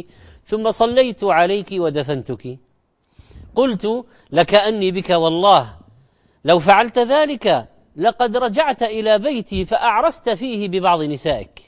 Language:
Arabic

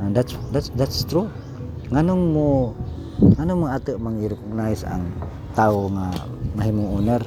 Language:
Cebuano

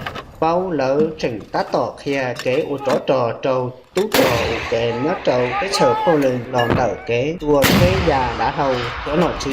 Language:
Hmong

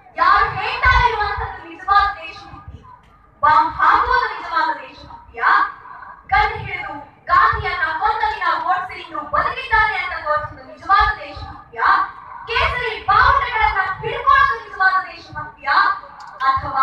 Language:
Kannada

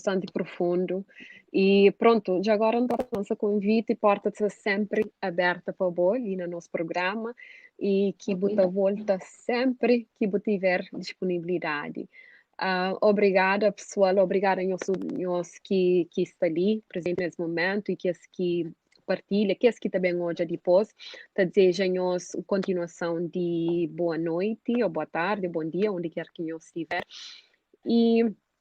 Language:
Kabuverdianu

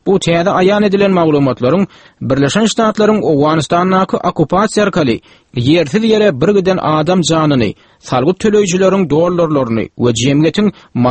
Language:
Turkmen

